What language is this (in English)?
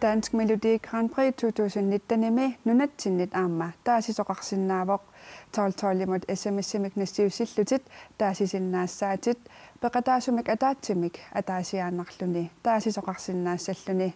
Kalaallisut